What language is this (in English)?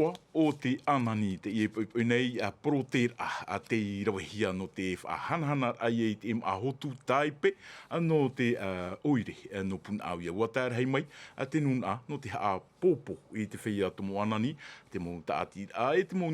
Tahitian